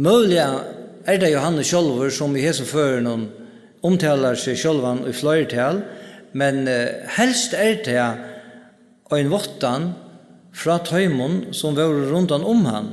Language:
Faroese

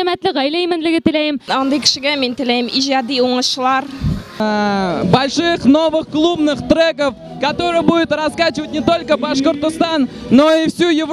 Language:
Bashkir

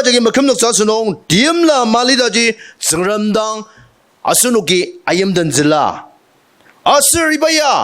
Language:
Ao Naga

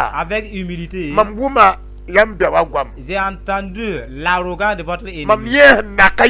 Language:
Mossi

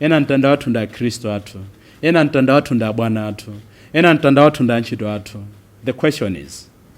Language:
Nyanja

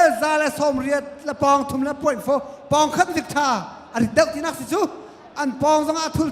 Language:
Hakha Chin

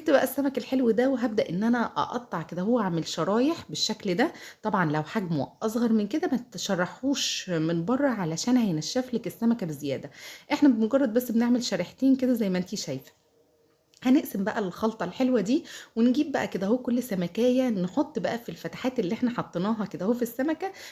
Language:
Egyptian Arabic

